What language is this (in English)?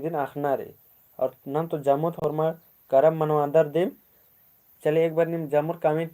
Kurukh